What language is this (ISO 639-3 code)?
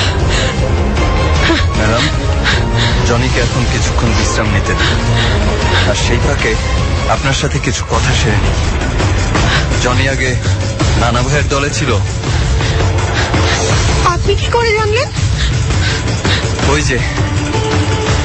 ben